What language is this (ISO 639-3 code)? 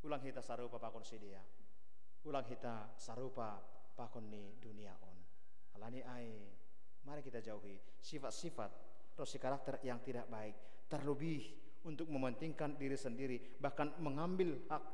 bts